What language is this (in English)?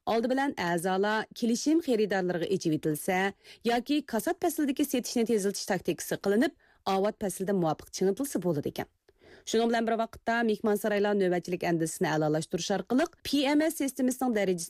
Uyghur